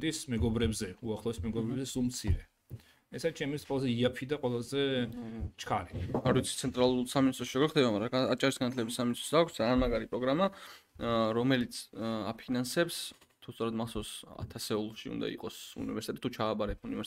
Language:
Georgian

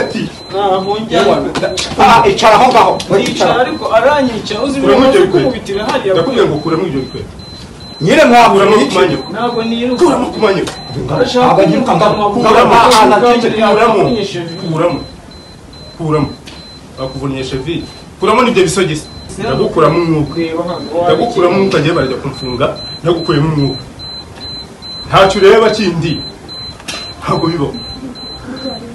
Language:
Kinyarwanda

